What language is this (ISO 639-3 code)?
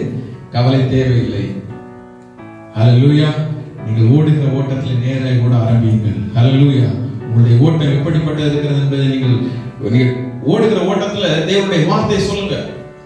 tam